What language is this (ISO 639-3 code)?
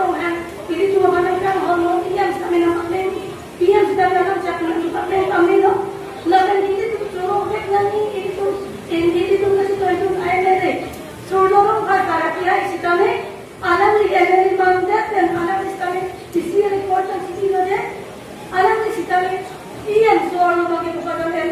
mjw